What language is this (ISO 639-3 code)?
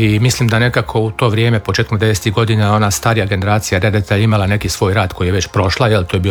hrv